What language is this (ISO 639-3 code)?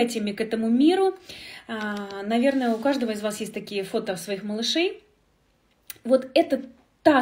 rus